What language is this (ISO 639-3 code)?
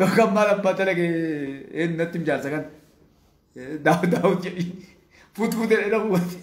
orm